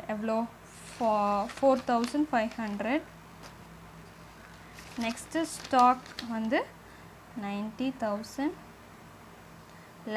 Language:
Tamil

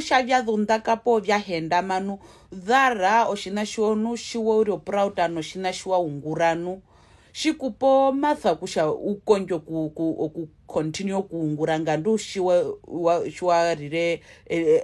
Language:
Herero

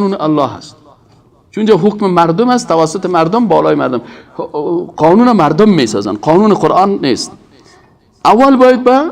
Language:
Persian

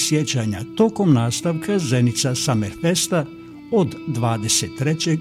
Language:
Bosnian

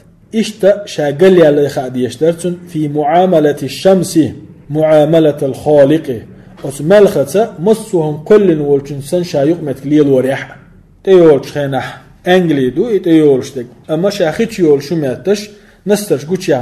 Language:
Chechen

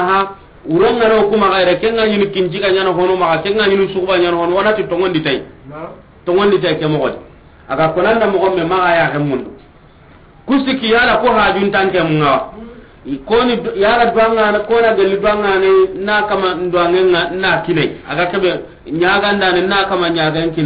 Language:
Soninke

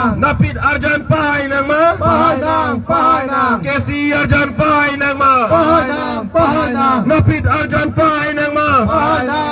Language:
Karbi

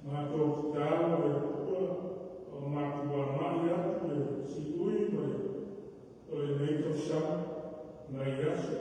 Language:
Samoan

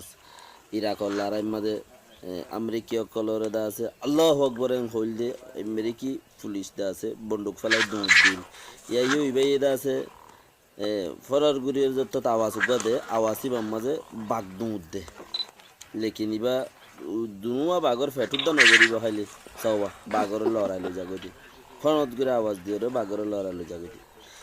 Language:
Rohingya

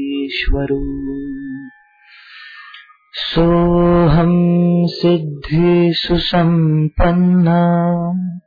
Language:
Marathi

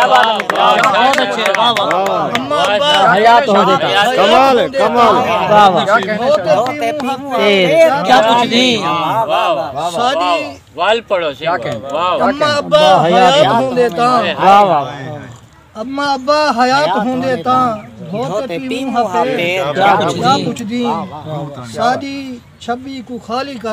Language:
Saraiki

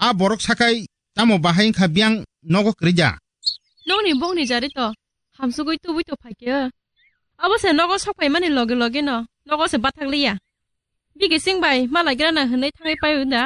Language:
Kok Borok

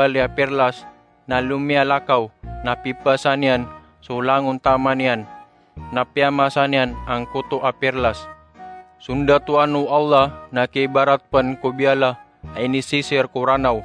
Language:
Maranao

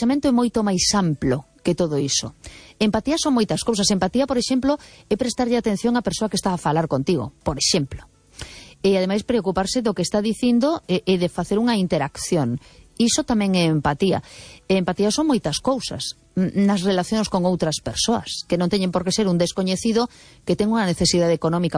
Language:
Galician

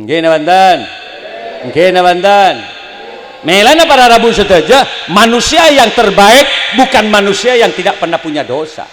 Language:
Madurese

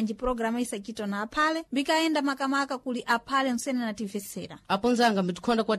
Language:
Sena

